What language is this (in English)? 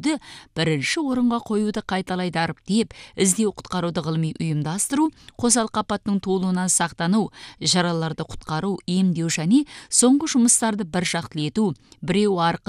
Kazakh